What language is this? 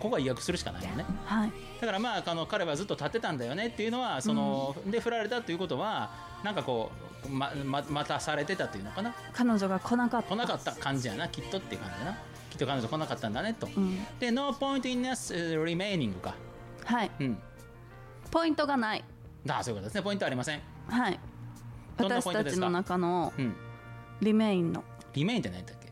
Japanese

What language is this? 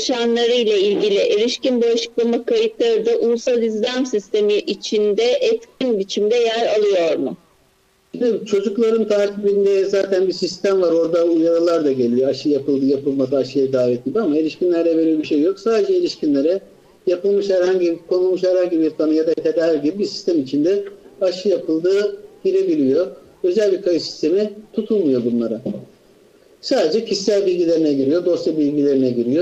Turkish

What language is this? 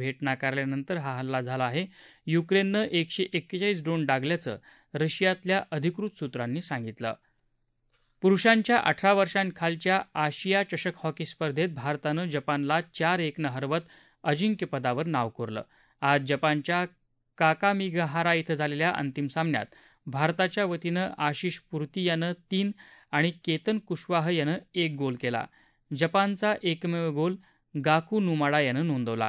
Marathi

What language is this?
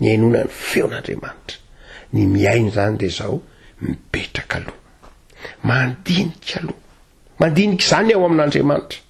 Malagasy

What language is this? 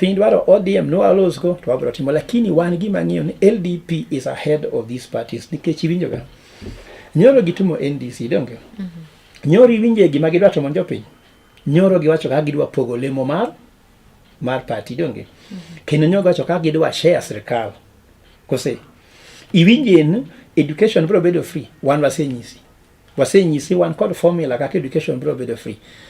Luo (Kenya and Tanzania)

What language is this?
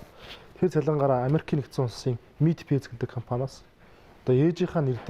Mongolian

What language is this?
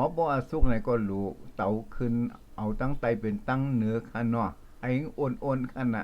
Shan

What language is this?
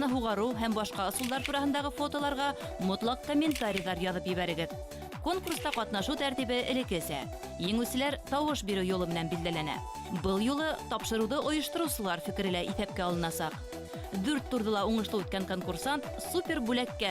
Bashkir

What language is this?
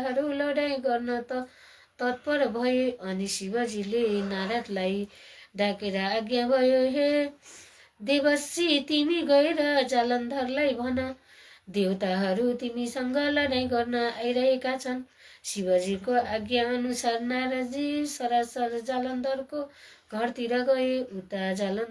Nepali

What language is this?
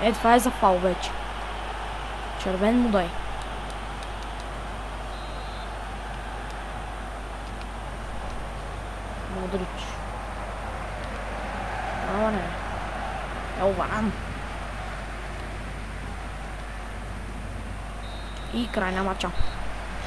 Bulgarian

